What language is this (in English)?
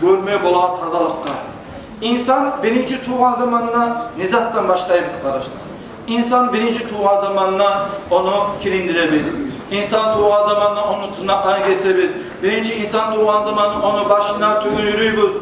Kumyk